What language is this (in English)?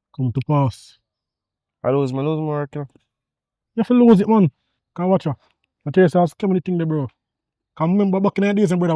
Jamaican Creole English